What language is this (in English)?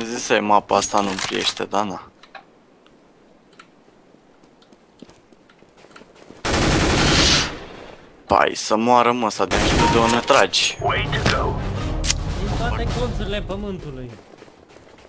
Romanian